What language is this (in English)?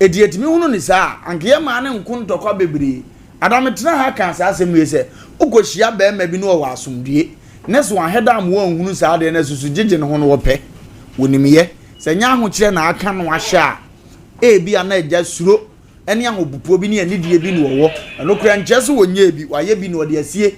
Akan